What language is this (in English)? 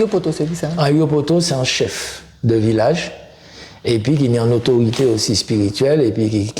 Guadeloupean Creole French